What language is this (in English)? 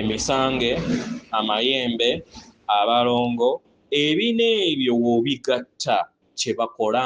Ganda